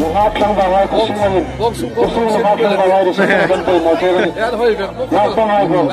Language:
Hmar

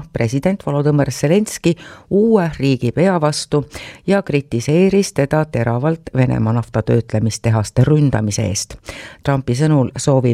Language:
Estonian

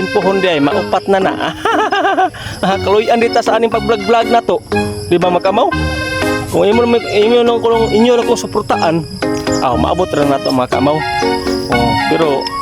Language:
Cebuano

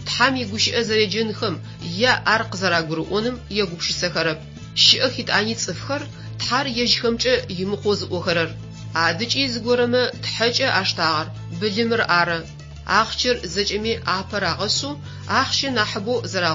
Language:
Adyghe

